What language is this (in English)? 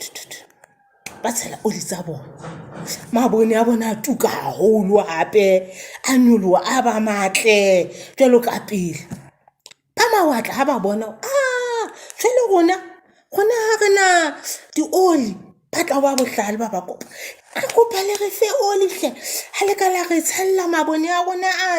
Southern Sotho